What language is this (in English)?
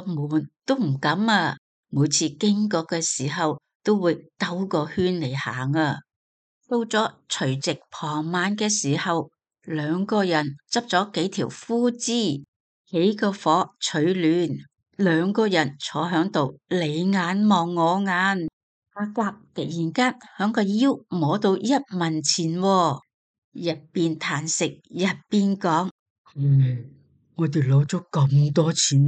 Cantonese